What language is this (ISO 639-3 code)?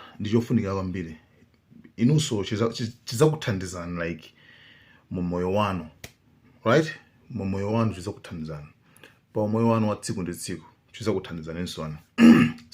nya